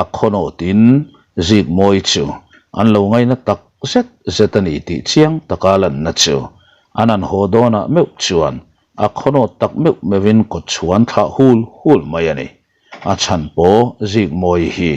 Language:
Mizo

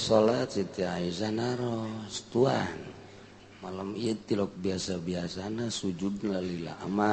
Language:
Sundanese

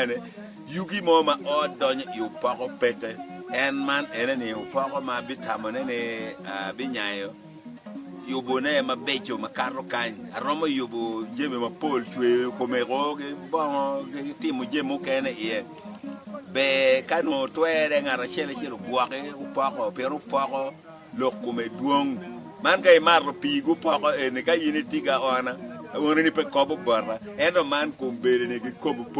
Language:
Acoli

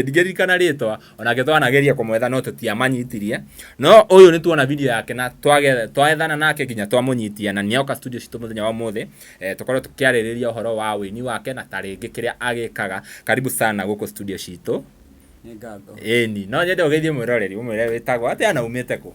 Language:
Kikuyu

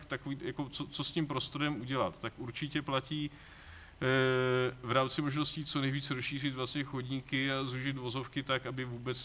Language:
Czech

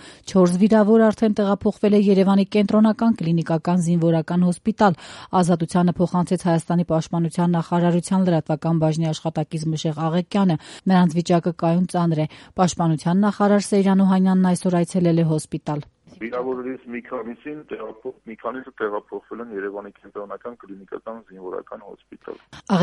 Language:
Armenian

